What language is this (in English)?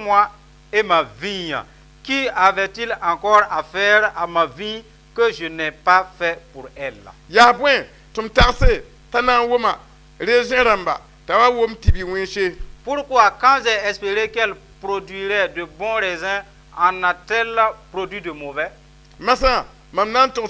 Mossi